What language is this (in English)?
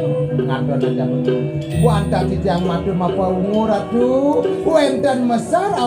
Balinese